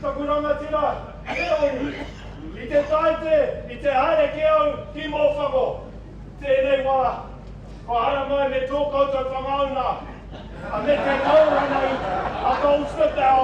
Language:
Māori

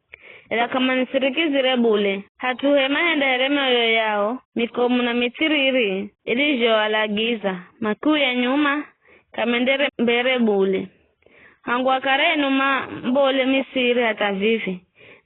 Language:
Giryama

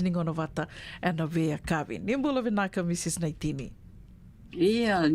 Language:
Fijian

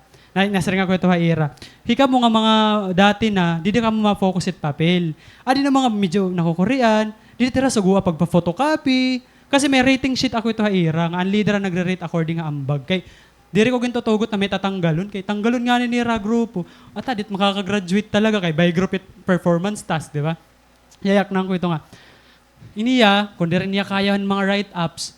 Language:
Waray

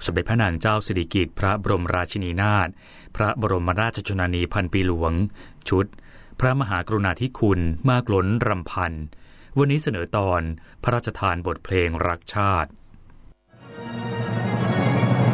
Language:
Thai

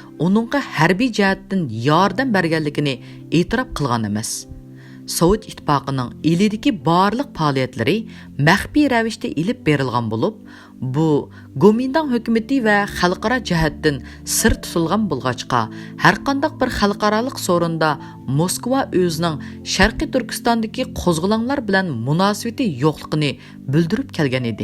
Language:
Uyghur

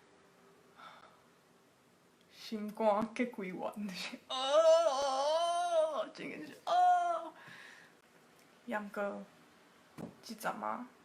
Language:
Min Nan Chinese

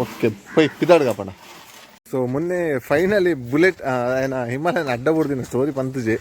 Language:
Tulu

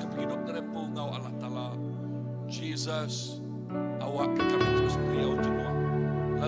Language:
Iban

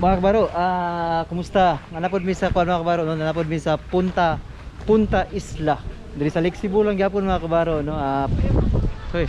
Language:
Cebuano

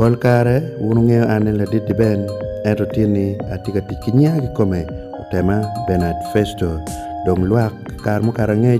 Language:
Acoli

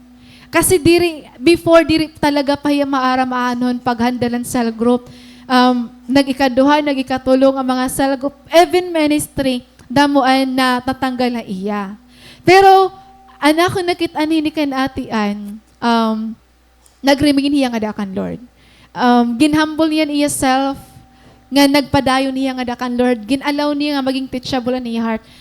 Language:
Waray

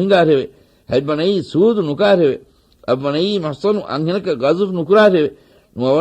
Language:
Divehi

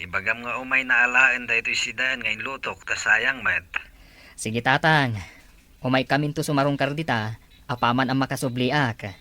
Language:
Iloko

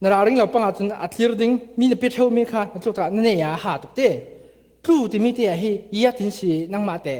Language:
Falam Chin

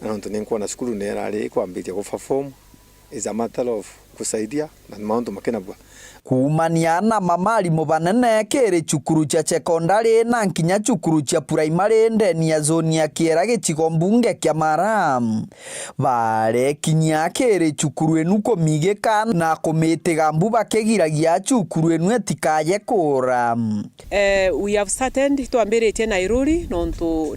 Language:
Meru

